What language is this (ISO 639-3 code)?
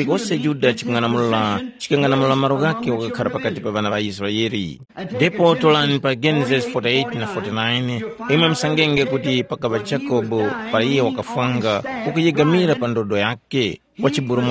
tum